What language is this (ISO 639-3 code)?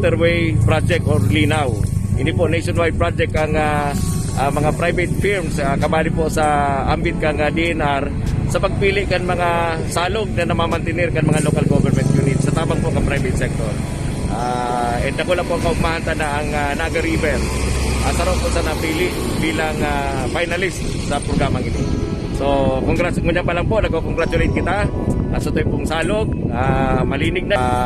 bik